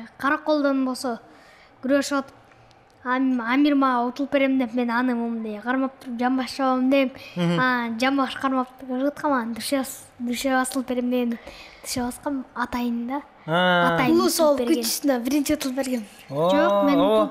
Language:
Kyrgyz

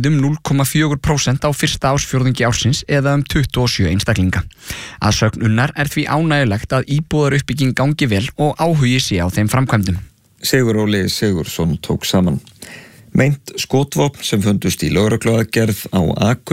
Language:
Icelandic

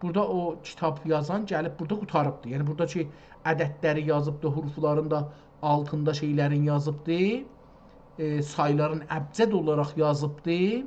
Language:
South Azerbaijani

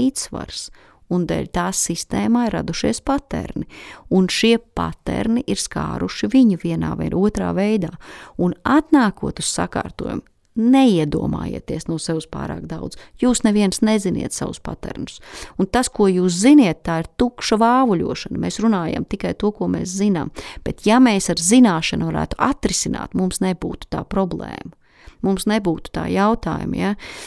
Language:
Latvian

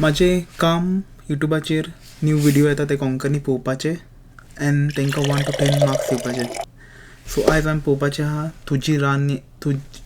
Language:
Konkani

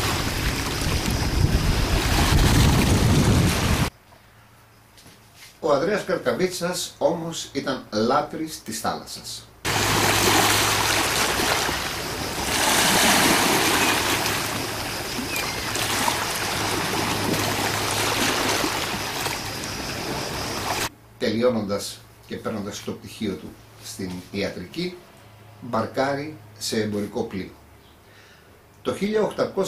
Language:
Greek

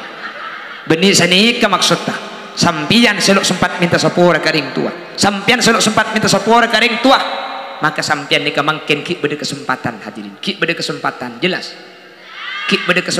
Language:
Madurese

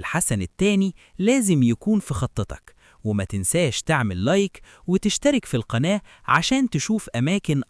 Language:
Egyptian Arabic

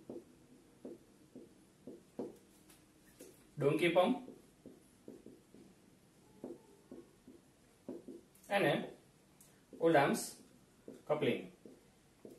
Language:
Gujarati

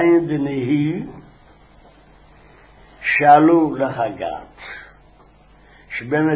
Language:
Hebrew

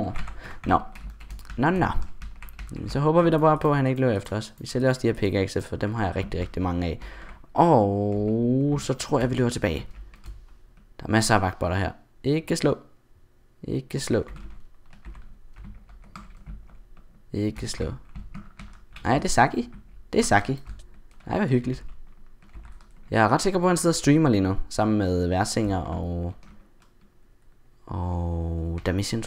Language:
Danish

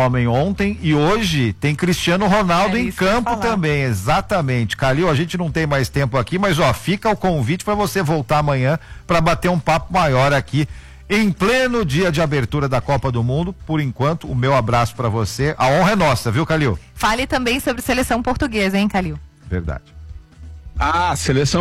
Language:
Portuguese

